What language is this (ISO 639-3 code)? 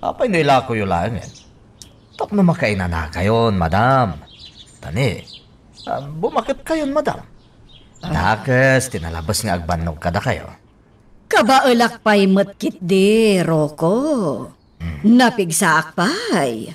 ilo